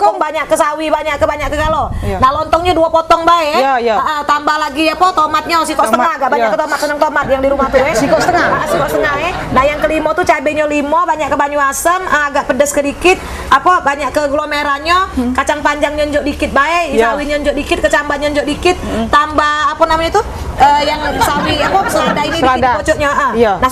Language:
Musi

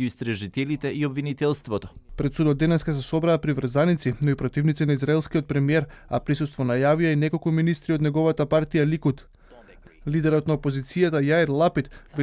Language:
Macedonian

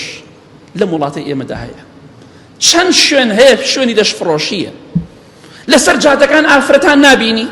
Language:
Central Kurdish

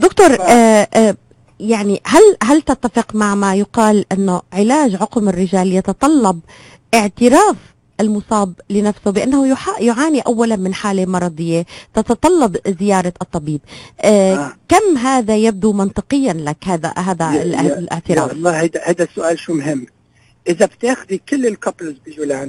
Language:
North Levantine Arabic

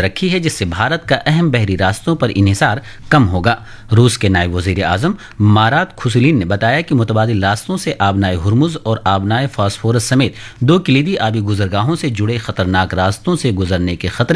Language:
Urdu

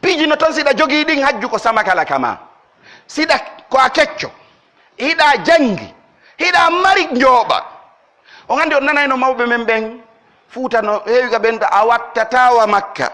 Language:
Pular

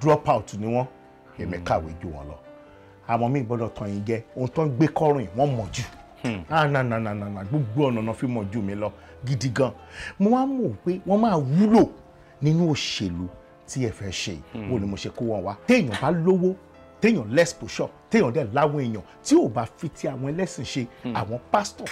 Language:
Yoruba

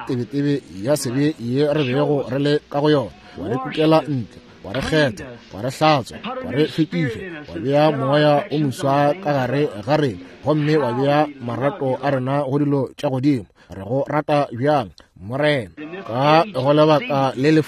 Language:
Northern Sotho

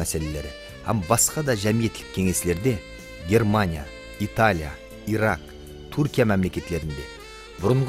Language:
Kara-Kalpak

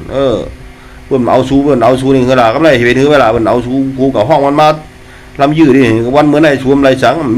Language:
Shan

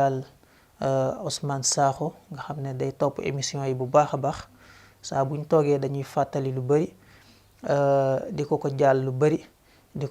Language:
Wolof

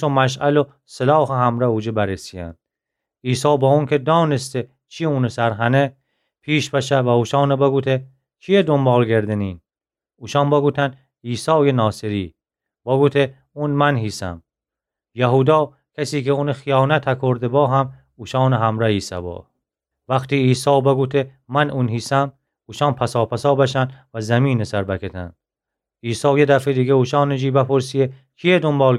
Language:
Gilaki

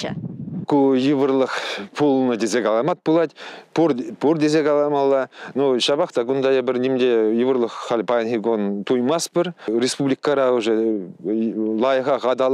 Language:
Chuvash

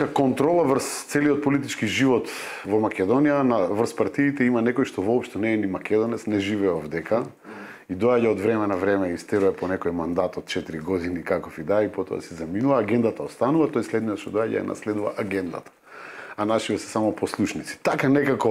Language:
Macedonian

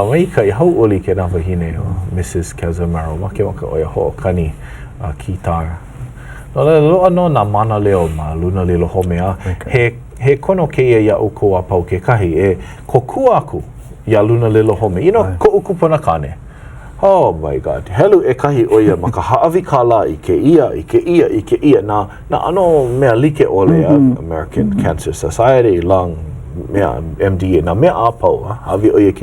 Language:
Hawaiian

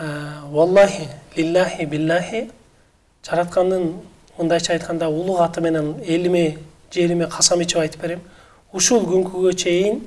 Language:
Kyrgyz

